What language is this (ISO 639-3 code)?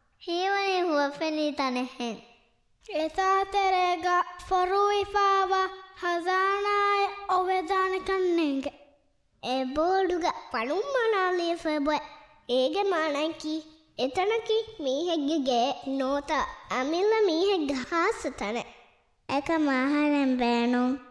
div